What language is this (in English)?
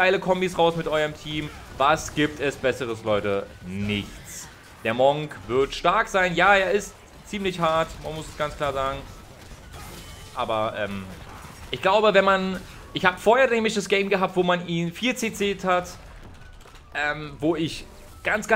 German